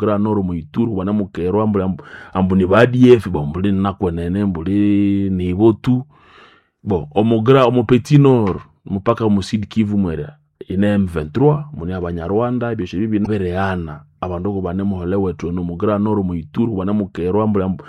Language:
Nande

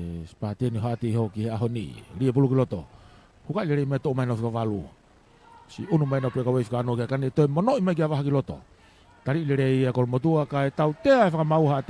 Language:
Tongan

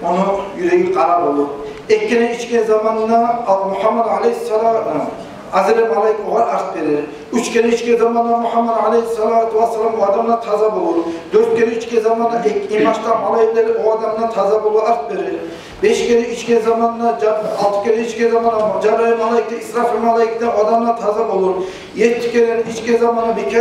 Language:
Kumyk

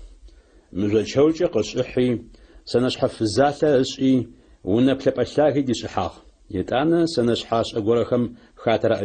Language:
Adyghe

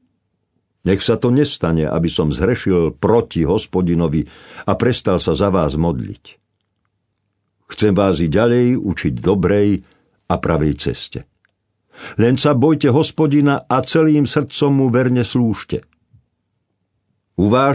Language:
Slovak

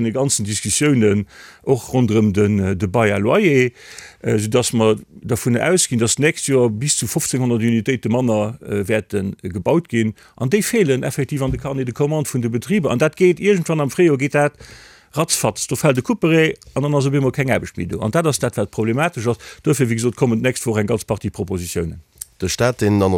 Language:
Luxembourgish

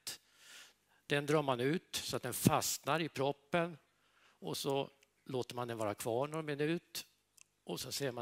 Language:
Swedish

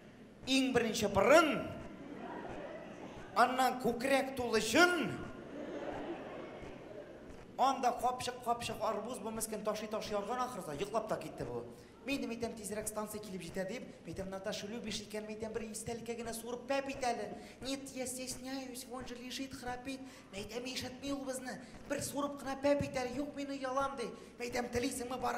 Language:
Tatar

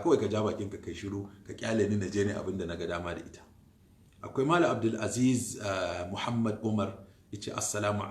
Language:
Hausa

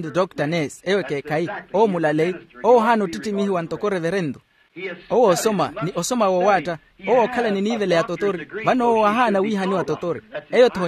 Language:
Makhuwa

